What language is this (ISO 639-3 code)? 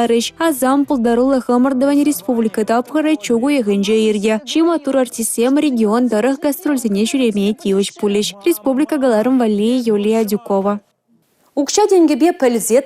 chv